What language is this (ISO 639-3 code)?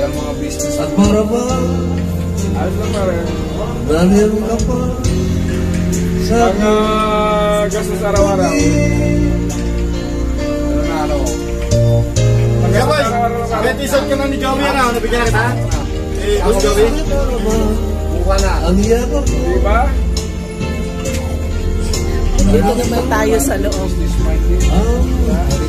fil